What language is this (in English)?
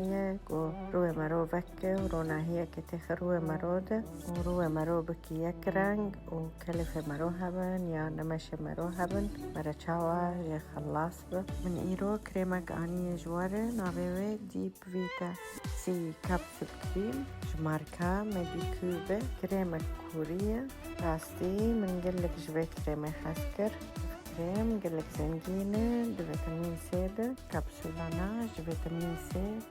Kurdish